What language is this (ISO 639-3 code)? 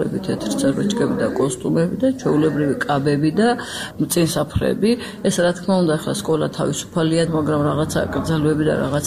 kat